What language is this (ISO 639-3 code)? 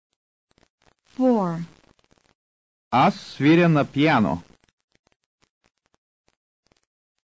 bul